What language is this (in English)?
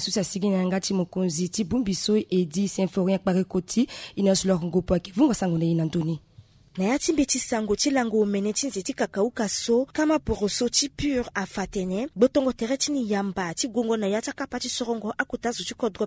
Sango